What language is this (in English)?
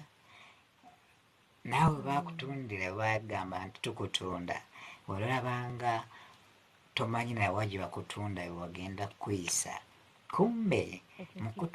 Ganda